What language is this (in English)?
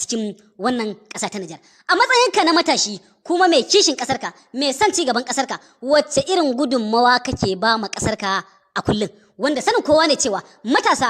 Hausa